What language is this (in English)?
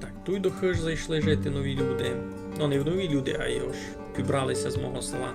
Rusyn